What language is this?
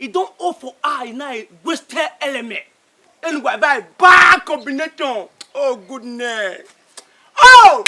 Bini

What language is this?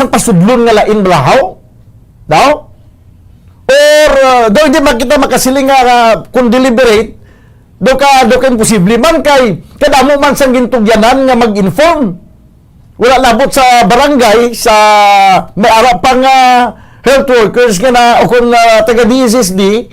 Hiligaynon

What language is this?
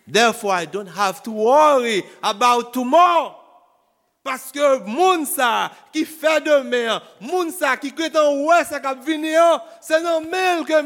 Haitian Creole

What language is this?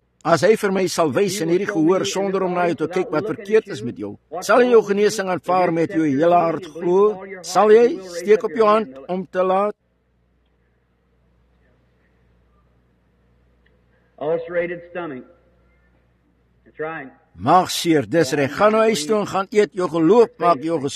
Afrikaans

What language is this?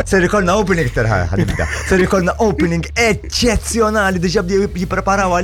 Maltese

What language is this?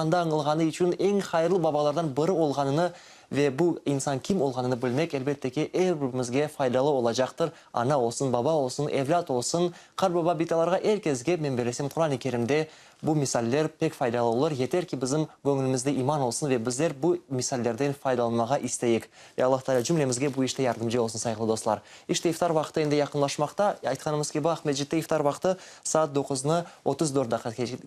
Crimean Tatar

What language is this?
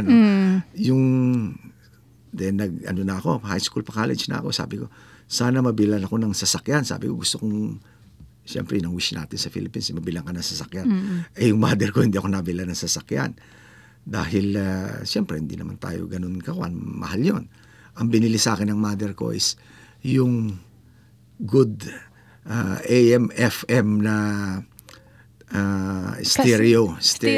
Filipino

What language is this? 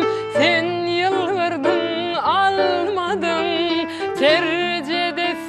Turkmen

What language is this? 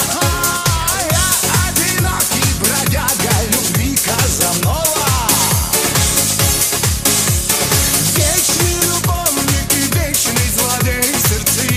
Russian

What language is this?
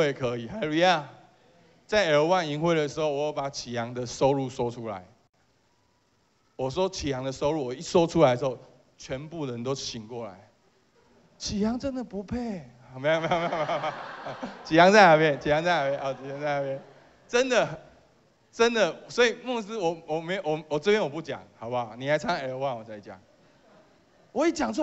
Chinese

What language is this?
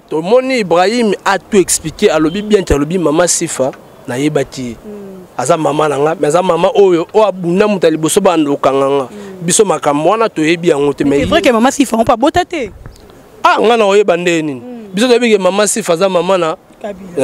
Lingala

